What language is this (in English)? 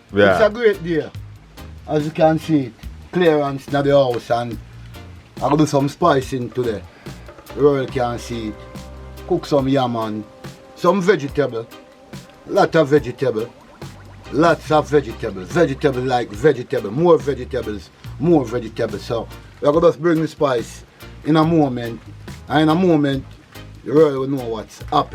Jamaican Creole English